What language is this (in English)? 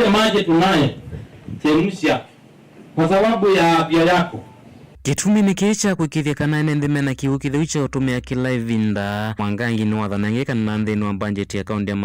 Kamba